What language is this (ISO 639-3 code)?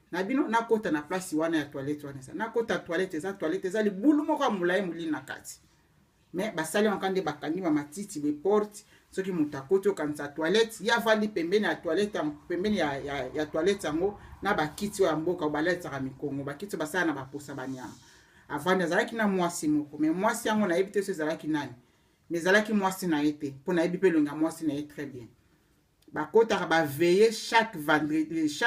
lin